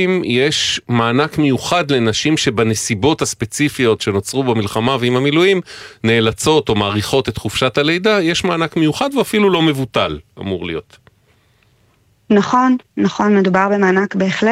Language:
Hebrew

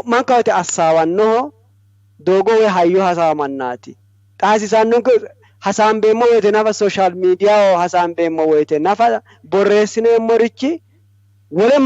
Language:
Sidamo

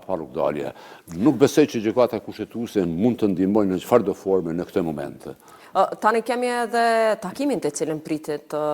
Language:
Albanian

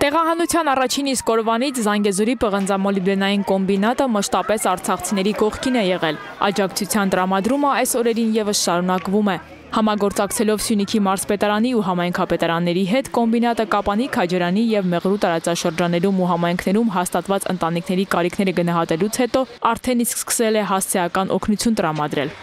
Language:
Armenian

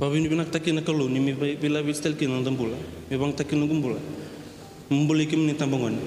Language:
Fijian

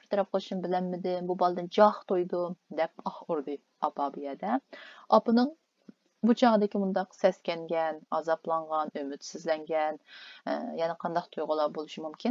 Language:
Uyghur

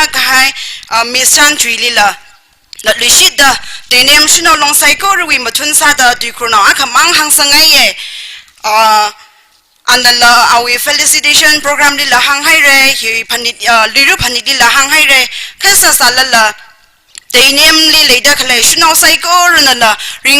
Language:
Tangkhul Naga (India)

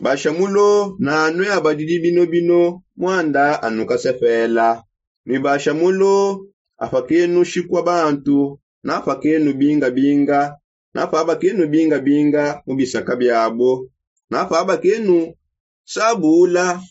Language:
Songe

